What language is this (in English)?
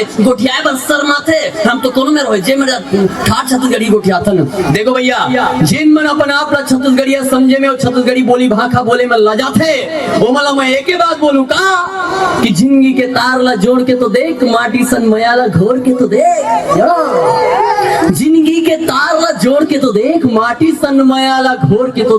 Chhattisgarhi